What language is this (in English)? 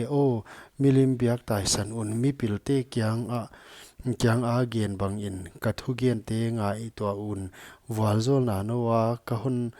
Paite Chin